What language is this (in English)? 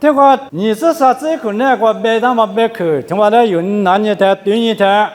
Lisu